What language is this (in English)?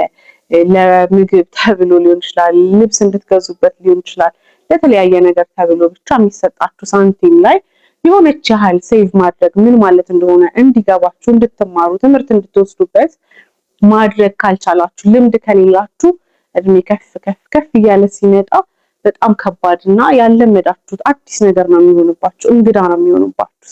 Amharic